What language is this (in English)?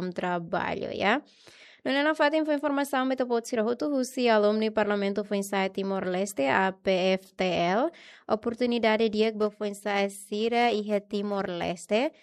Tetum